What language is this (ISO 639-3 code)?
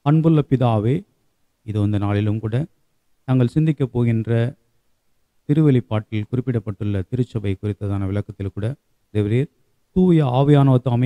tam